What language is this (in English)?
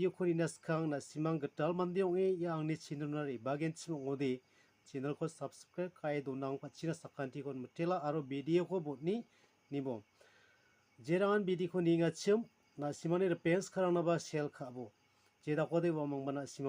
Garo